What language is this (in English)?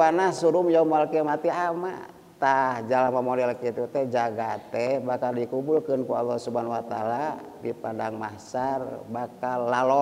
Sundanese